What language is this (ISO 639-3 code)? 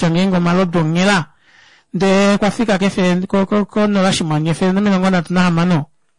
kua